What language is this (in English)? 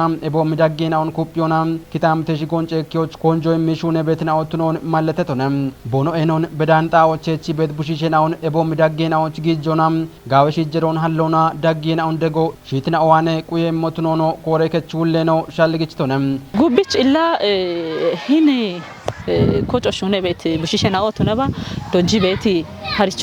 Kafa